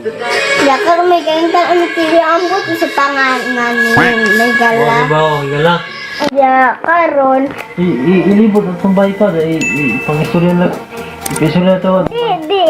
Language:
Cebuano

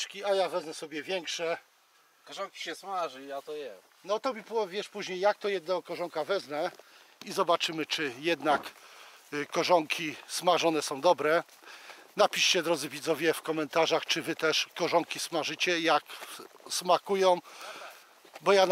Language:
Polish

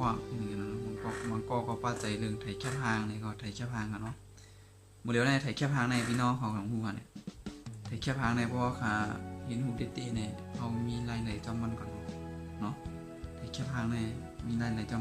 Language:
Shan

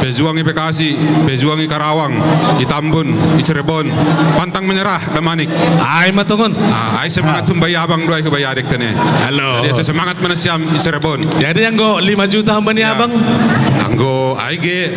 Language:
Batak Simalungun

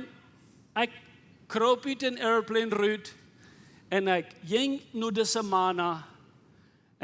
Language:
Plautdietsch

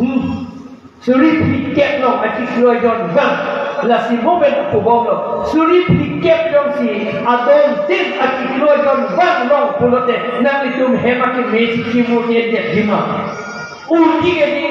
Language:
Karbi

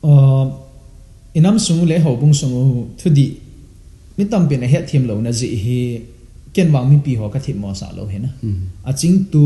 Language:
Thado Chin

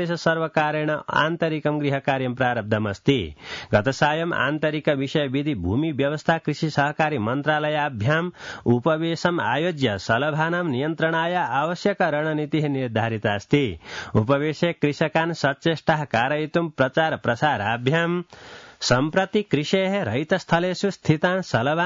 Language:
Sanskrit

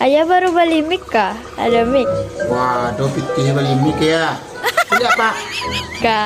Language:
Minangkabau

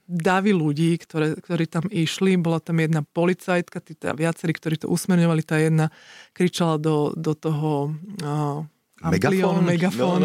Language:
Slovak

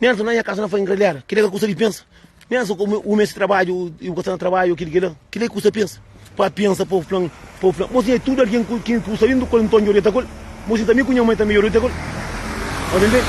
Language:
Kabuverdianu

